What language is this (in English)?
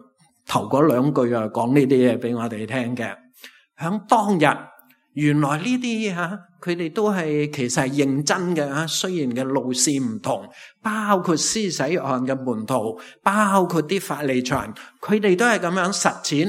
Cantonese